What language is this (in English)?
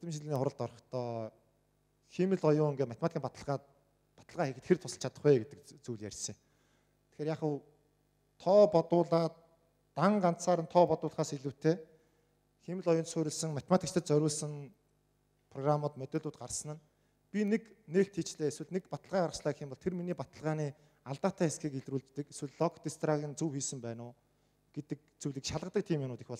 Mongolian